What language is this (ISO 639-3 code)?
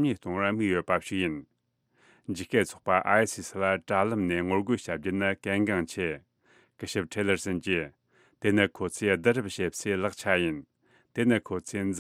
bod